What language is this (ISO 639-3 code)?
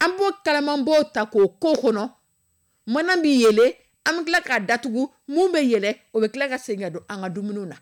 dyu